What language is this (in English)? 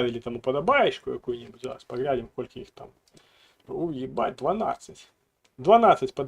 Belarusian